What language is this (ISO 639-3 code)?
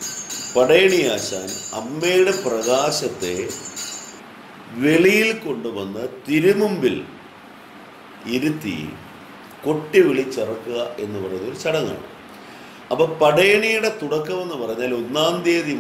mal